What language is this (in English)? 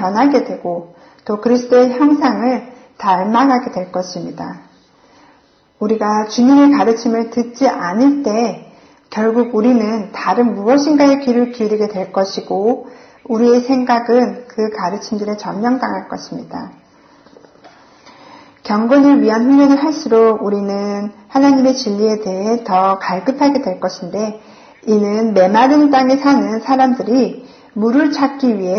Korean